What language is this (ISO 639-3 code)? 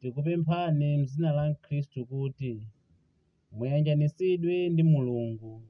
nya